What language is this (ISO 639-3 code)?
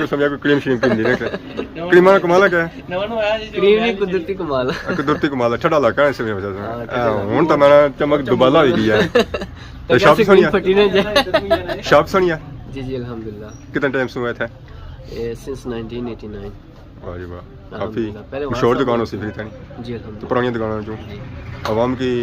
phr